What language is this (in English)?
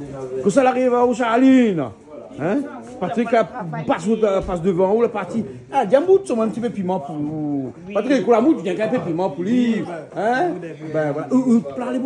Réunion Creole French